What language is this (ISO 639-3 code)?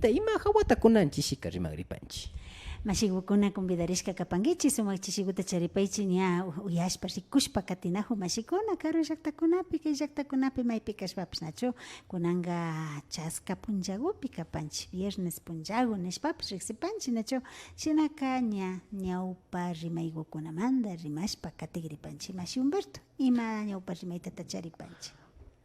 qvi